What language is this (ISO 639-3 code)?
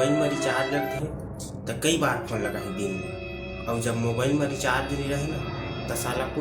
hne